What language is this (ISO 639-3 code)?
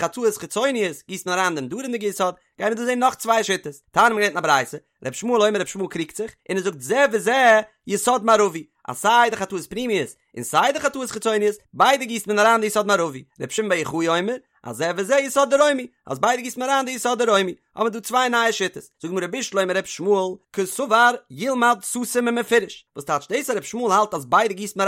yid